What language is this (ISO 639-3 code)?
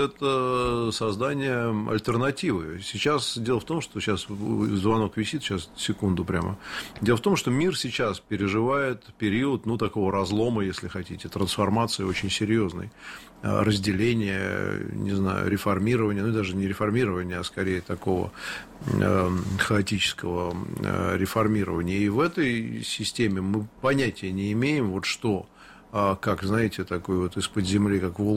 rus